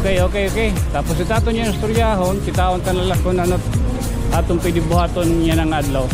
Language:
Waray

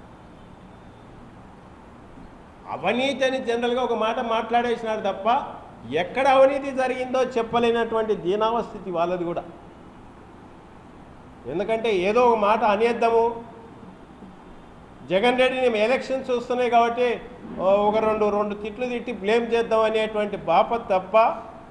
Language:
Telugu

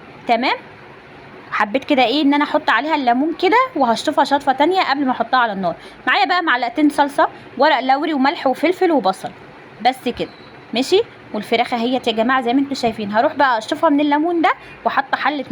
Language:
Egyptian Arabic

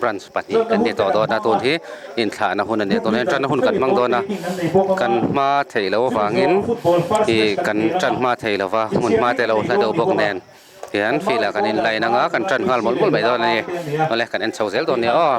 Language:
Mizo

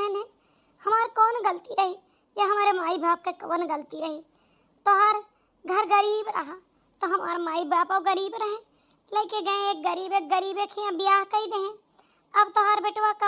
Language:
Awadhi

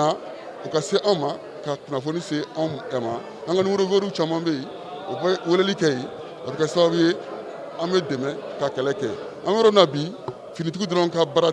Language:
Bambara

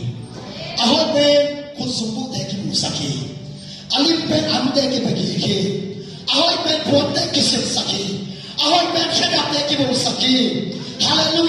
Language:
Tedim Chin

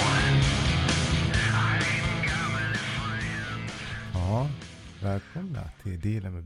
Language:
Swedish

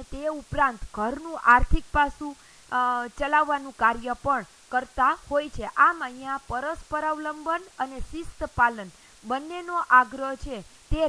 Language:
Gujarati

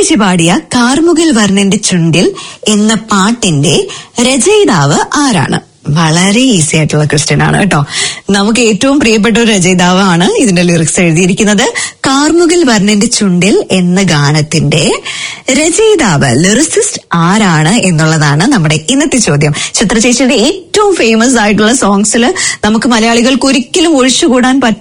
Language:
Malayalam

